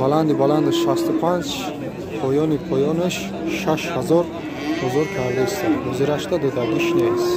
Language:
Tajik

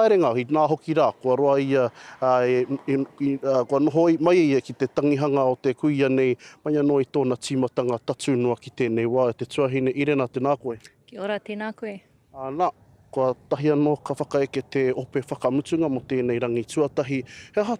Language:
Māori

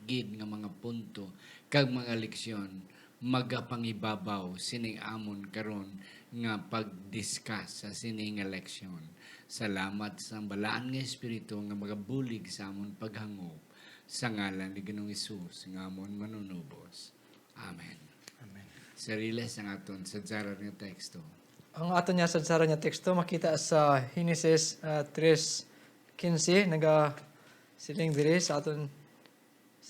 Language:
Hiligaynon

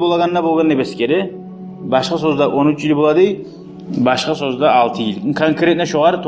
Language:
Kumyk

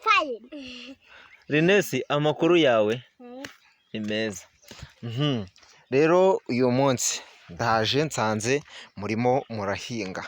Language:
Kinyarwanda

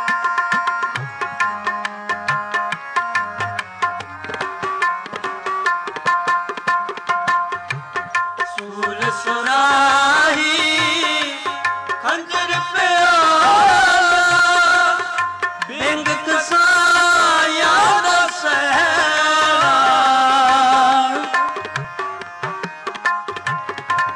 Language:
Punjabi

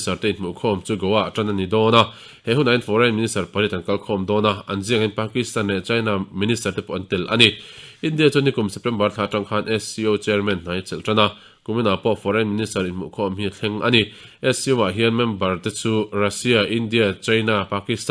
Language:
Mizo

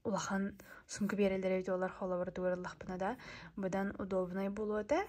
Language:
Yakut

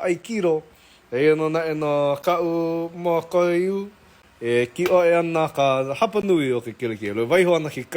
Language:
Hawaiian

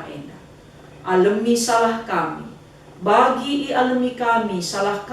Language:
Batak Karo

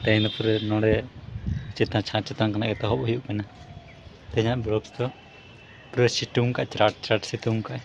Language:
Santali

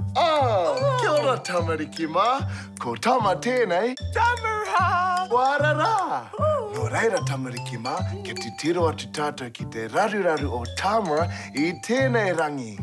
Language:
Māori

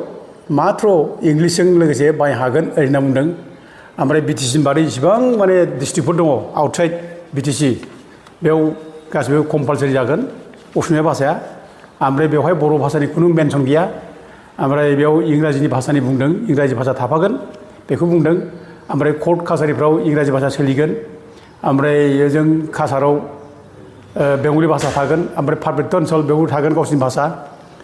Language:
Bodo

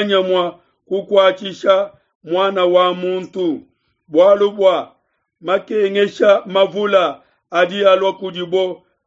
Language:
Luba-Lulua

